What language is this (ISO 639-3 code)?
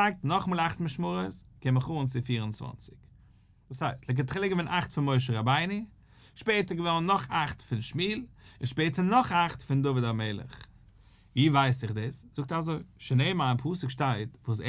yid